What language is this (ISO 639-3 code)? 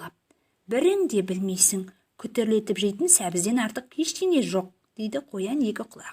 kaz